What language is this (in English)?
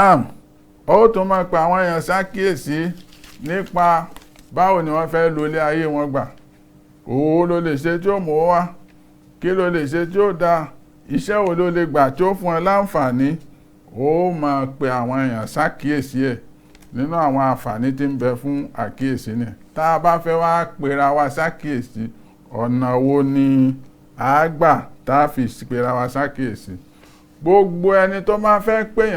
Yoruba